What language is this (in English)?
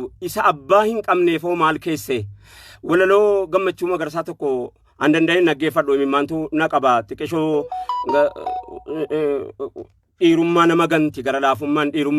Oromo